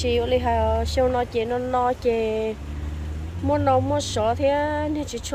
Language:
Hmong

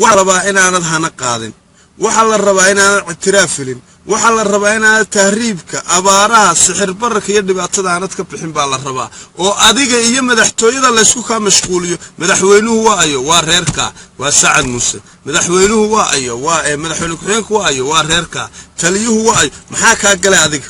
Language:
Somali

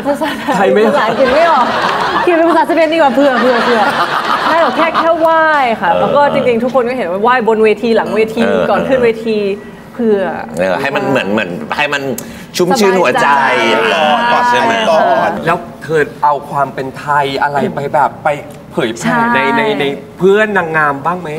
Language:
Thai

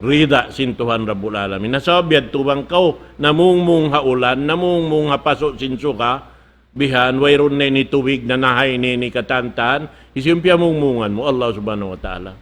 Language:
Tausug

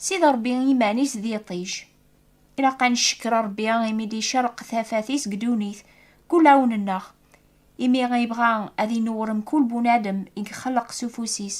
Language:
Kabyle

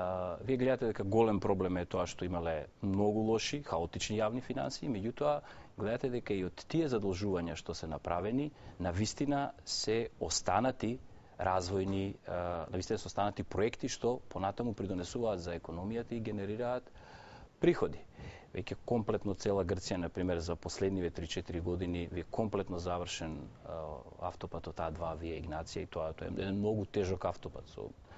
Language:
Macedonian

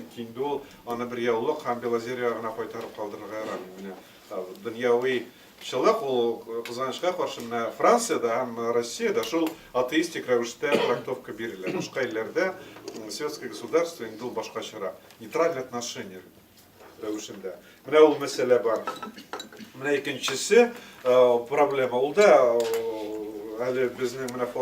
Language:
Tatar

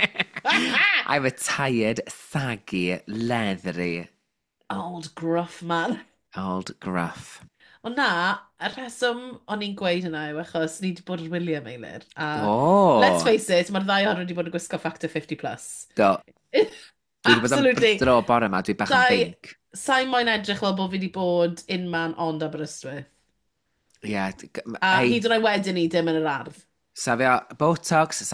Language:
Welsh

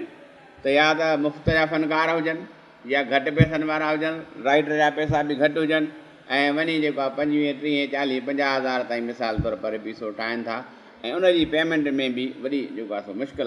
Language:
Sindhi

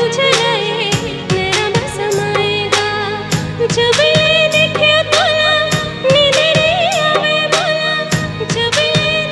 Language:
Chhattisgarhi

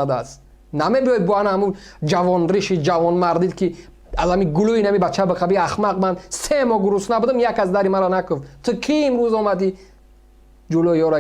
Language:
Tajik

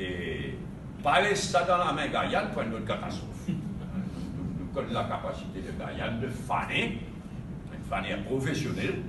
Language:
Morisyen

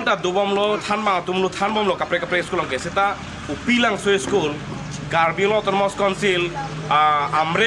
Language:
Karbi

